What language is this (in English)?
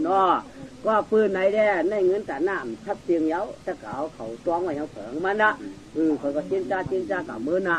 Shan